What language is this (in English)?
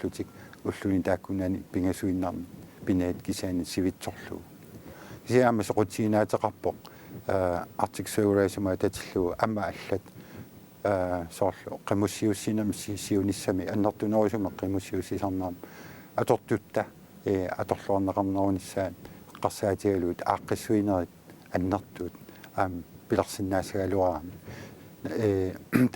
Kalaallisut